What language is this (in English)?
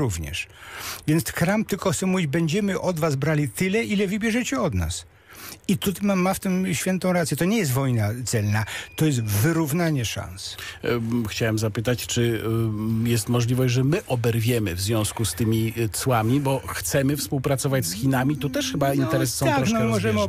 Polish